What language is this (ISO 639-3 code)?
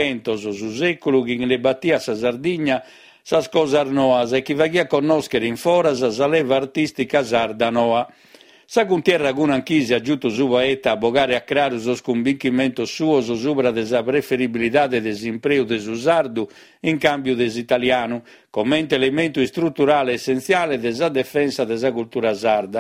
srd